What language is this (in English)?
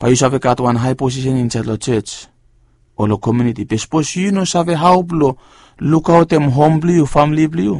Bislama